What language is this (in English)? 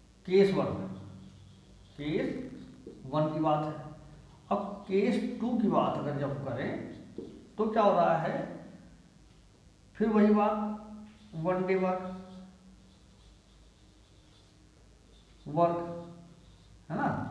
Hindi